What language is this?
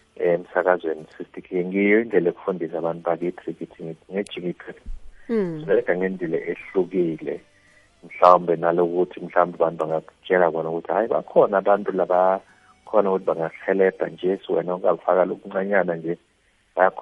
South Ndebele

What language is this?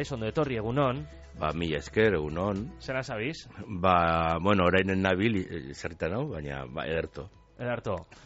Basque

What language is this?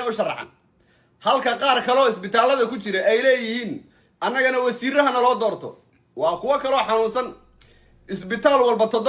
Somali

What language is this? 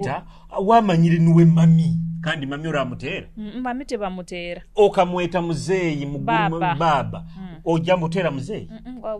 Nyoro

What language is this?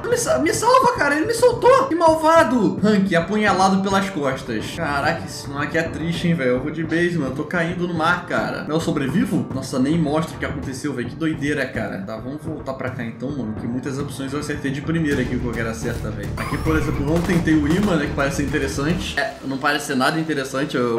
Portuguese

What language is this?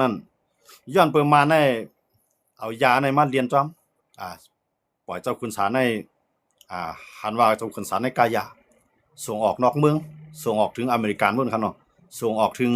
Shan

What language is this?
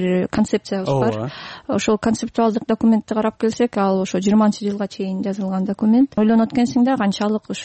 Kyrgyz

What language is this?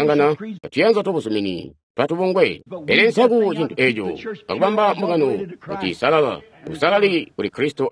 Tonga (Zambia)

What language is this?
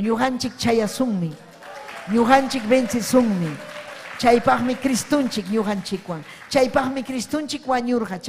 Ayacucho Quechua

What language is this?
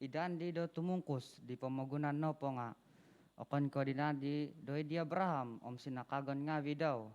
Central Dusun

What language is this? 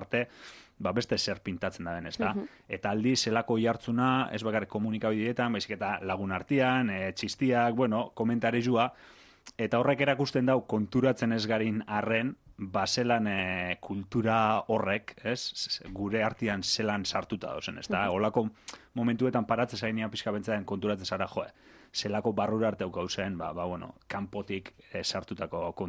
Basque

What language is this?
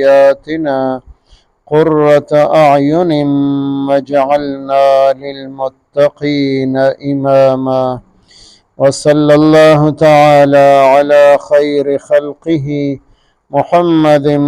Pashto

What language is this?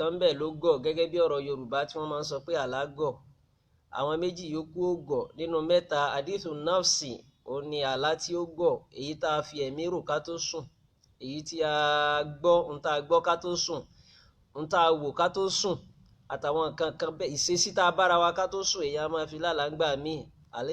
Yoruba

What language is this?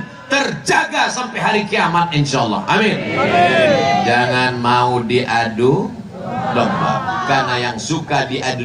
Indonesian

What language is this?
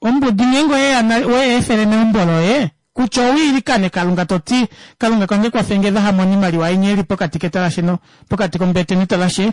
Kuanyama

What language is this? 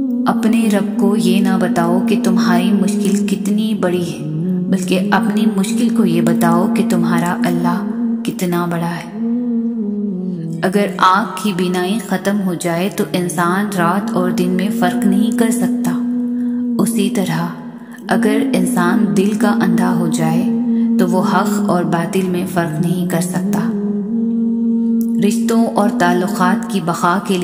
Urdu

